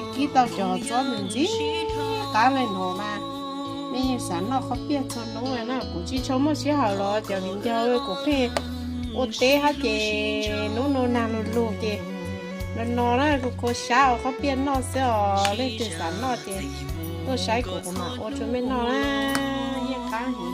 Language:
Hmong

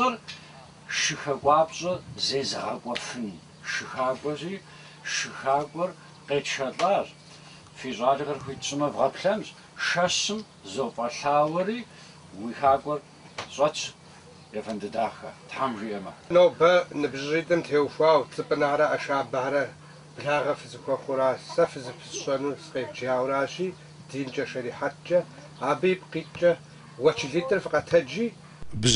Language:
Kabardian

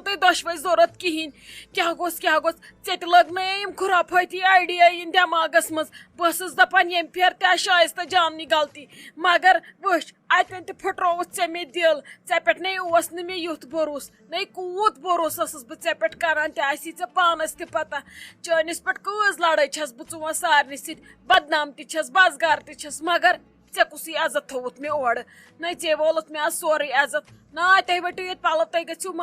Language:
Kashmiri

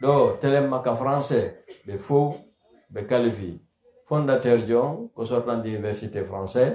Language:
Pular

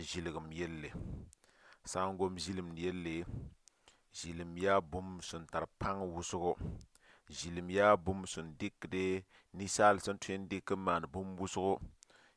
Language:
Mossi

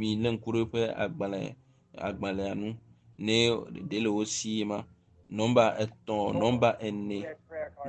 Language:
Ewe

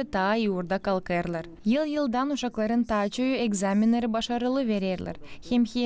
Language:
Gagauz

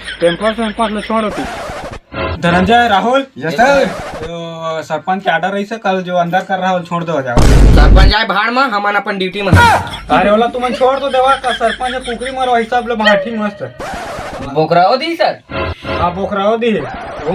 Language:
Chhattisgarhi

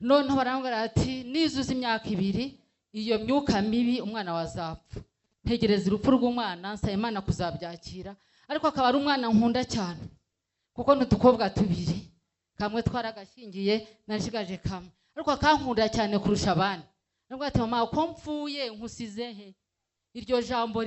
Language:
Kinyarwanda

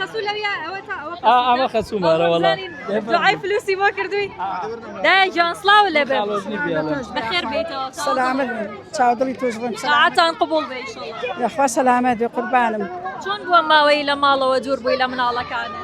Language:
Central Kurdish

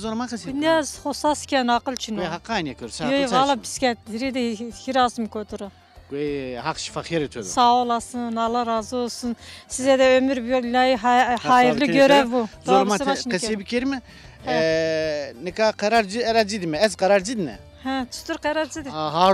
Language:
Zaza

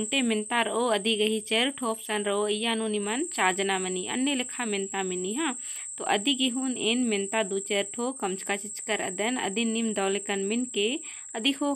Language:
Kurukh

